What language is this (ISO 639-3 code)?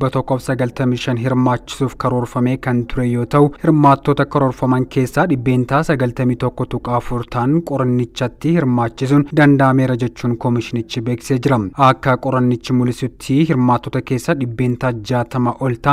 orm